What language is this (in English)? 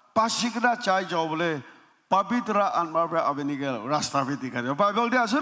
Naga Pidgin